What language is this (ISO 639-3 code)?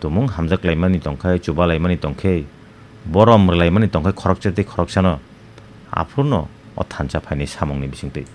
trp